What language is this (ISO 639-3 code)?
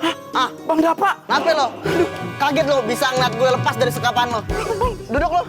bew